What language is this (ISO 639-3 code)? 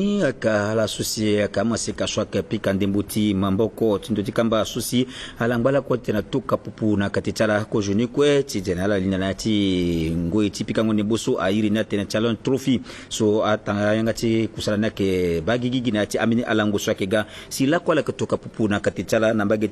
sag